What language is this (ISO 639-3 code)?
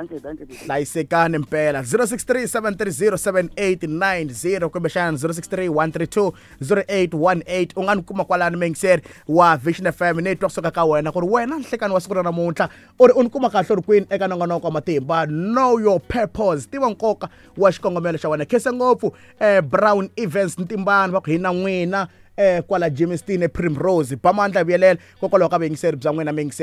tso